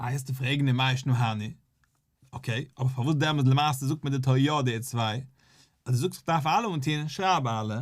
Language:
Yiddish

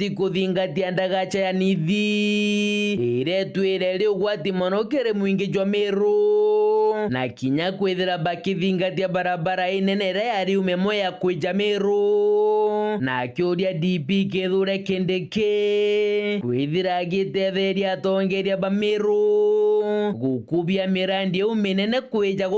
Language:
Meru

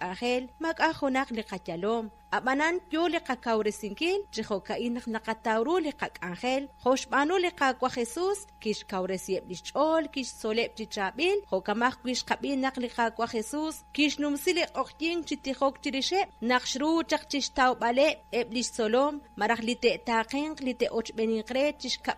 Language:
Kekchí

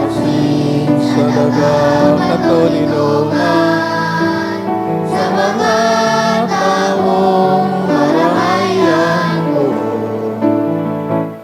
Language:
Bikol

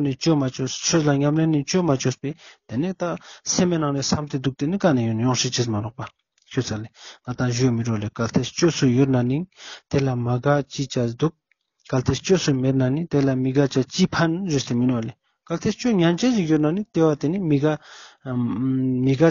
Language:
Ladakhi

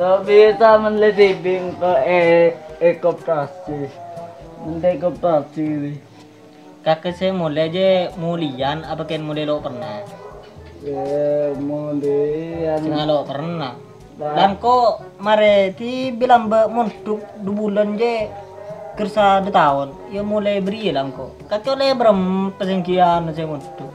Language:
Madurese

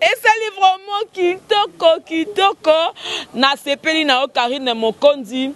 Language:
Lingala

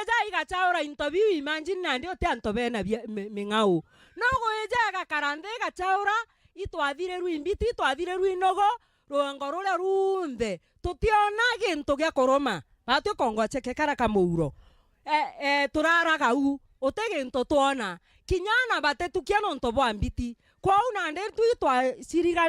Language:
Meru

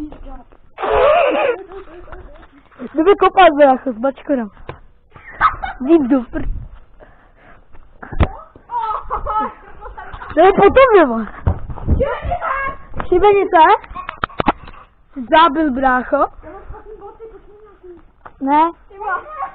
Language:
Czech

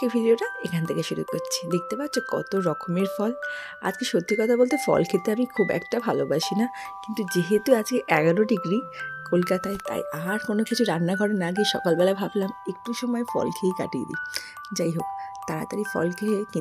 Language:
Bangla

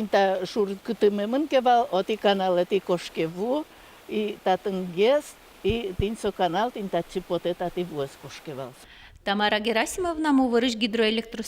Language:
Udmurt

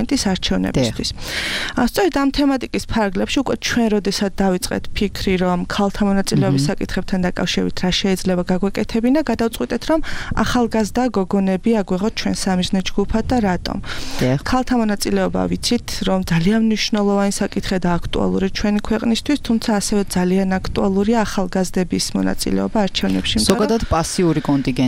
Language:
Georgian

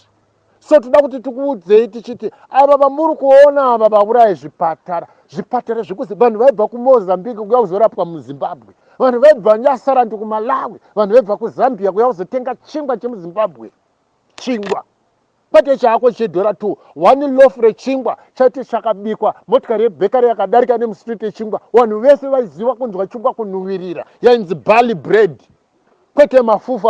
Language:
Shona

